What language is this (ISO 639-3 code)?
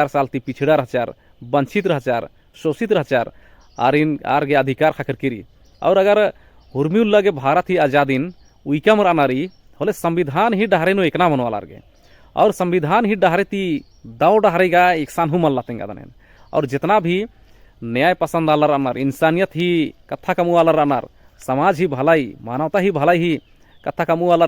kru